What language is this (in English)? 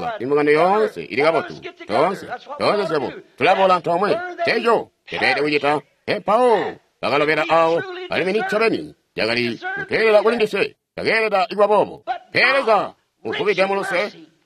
Tonga (Zambia)